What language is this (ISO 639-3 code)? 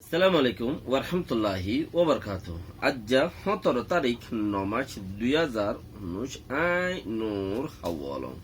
rhg